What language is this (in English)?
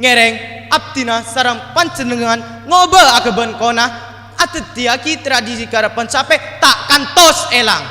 Madurese